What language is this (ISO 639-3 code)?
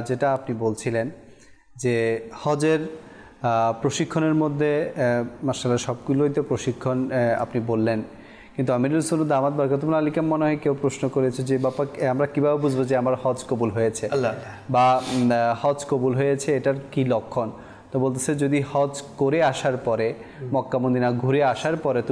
ben